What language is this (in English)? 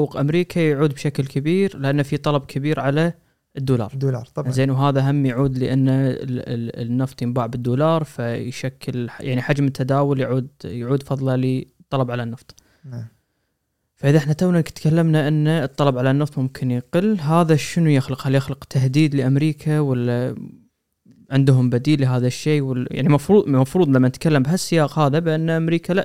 Gulf Arabic